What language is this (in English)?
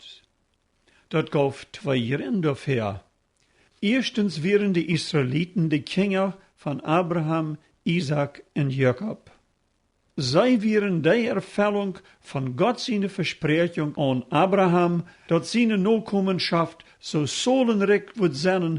Plautdietsch